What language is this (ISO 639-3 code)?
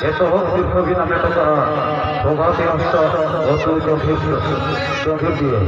sat